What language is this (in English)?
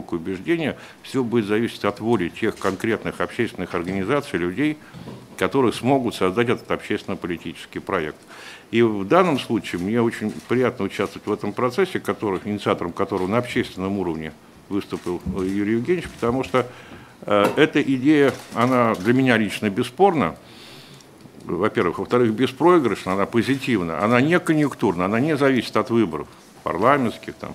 Russian